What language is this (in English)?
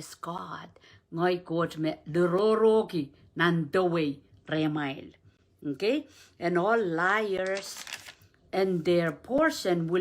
Pohnpeian